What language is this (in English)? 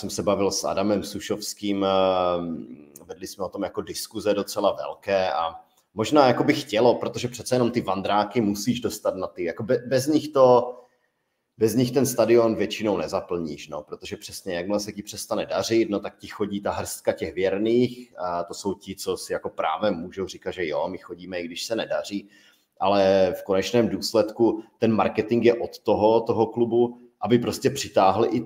Czech